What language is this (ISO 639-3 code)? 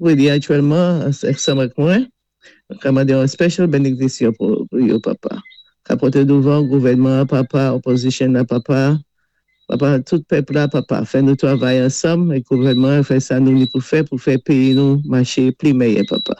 acf